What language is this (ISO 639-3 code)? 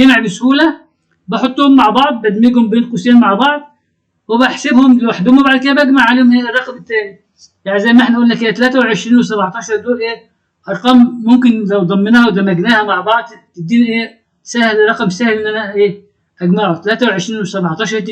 arz